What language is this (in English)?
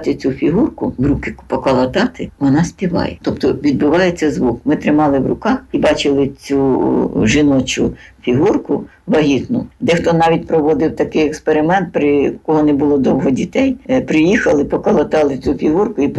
Ukrainian